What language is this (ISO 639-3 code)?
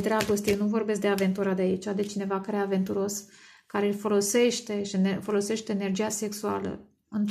ron